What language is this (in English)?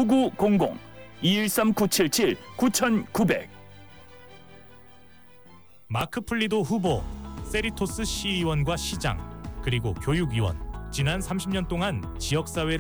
Korean